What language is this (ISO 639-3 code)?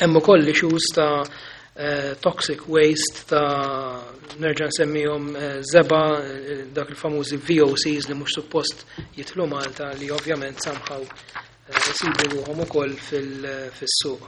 mlt